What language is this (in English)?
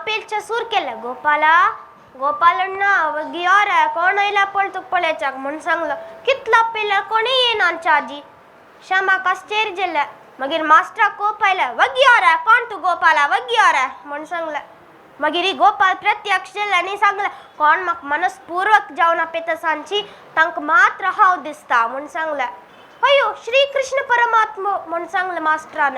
Konkani